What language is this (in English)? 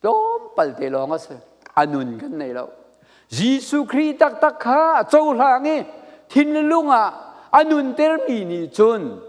Falam Chin